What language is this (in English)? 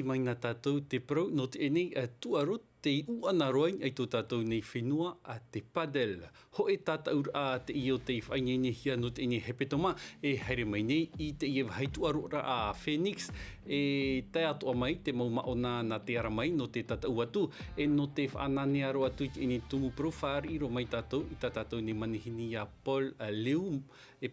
Tahitian